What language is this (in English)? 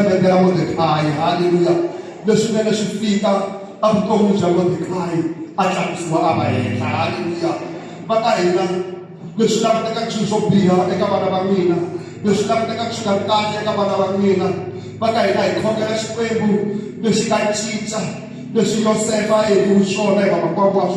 Tsonga